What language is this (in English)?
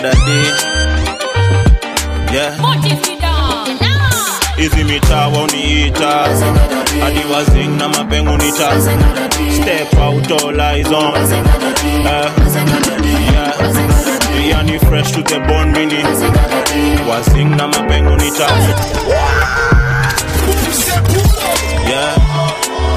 Swahili